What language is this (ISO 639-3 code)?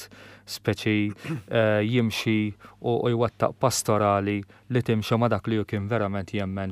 mlt